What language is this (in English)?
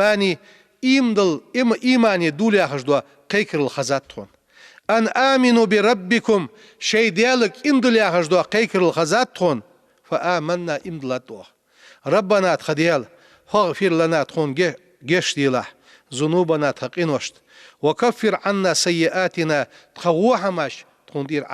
Ingush